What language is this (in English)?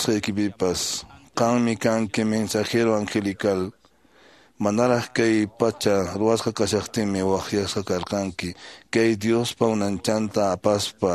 Quechua